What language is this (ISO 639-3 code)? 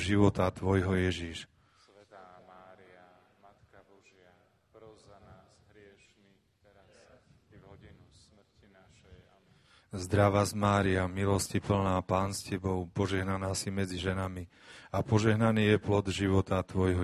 slk